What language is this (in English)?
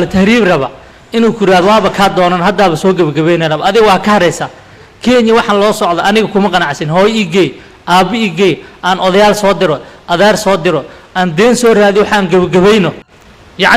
Somali